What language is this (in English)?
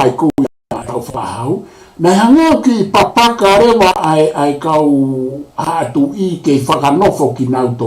Tongan